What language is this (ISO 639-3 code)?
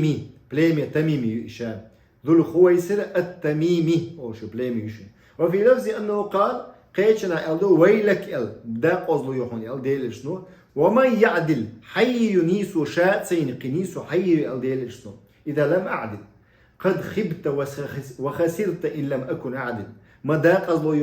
che